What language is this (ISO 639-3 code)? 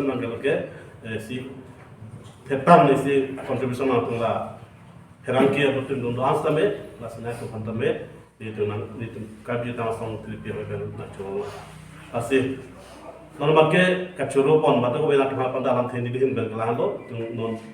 mjw